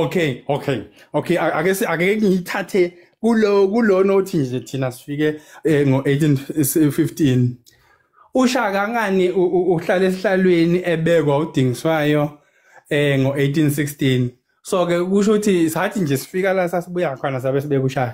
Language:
Zulu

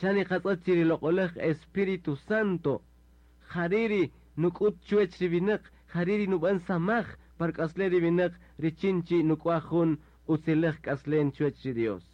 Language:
Kaqchikel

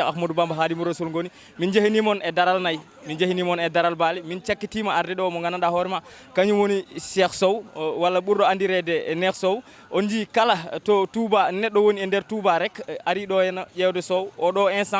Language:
Fula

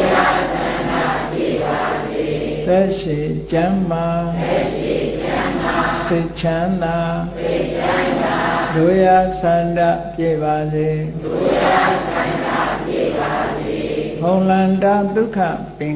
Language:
Burmese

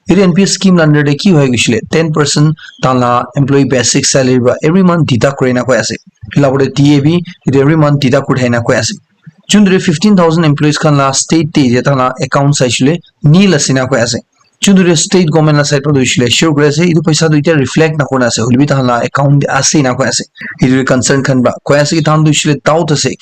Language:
Naga Pidgin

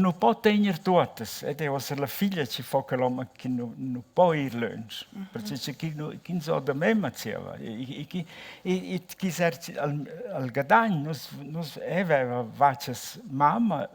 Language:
Romansh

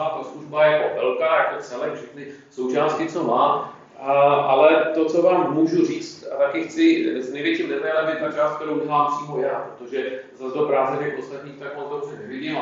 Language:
Czech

